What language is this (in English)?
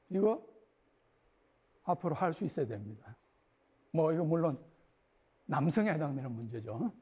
Korean